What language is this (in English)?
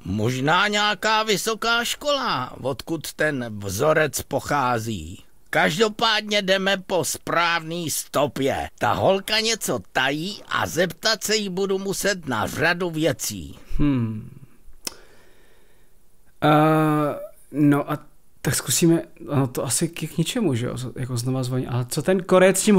Czech